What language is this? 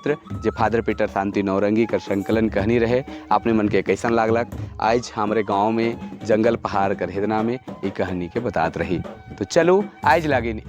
Sadri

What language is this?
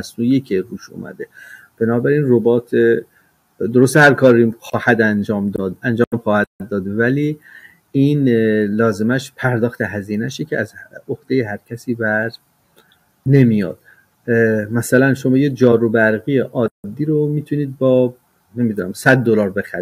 Persian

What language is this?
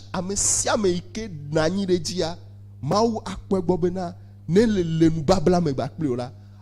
Ewe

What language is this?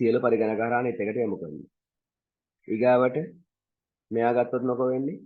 Sinhala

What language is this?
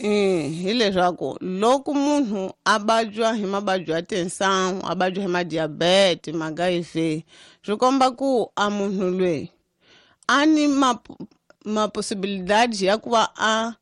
Tsonga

